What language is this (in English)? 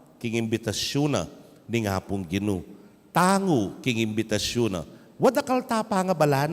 Pampanga